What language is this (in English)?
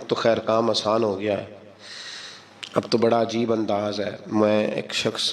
Urdu